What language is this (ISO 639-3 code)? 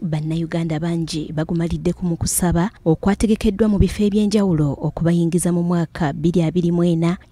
lug